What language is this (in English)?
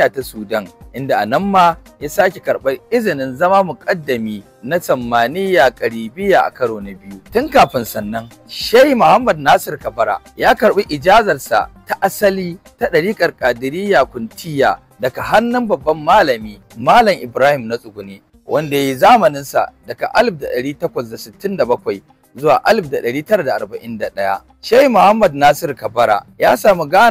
Hausa